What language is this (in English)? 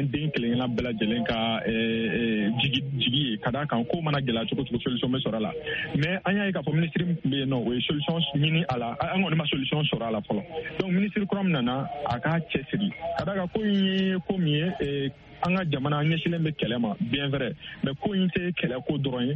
Bambara